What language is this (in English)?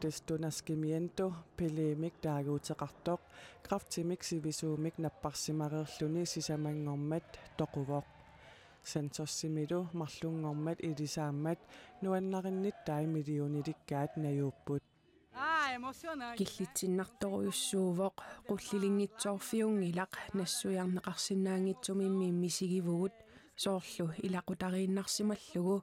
Kalaallisut